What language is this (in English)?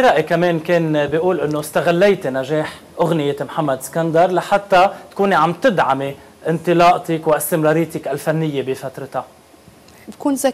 North Levantine Arabic